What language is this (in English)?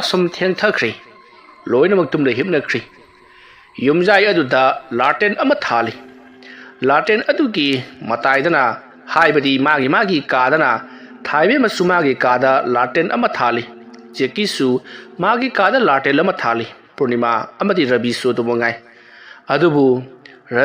Manipuri